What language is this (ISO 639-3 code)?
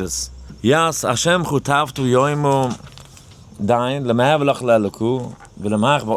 yid